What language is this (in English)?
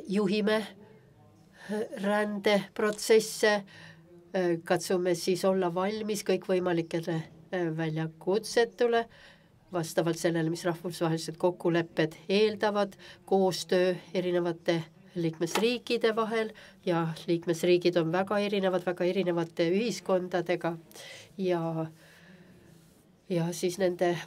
Estonian